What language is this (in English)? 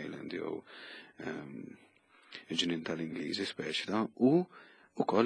Maltese